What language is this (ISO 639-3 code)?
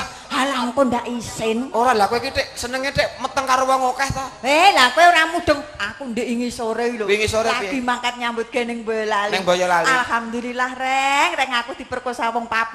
jav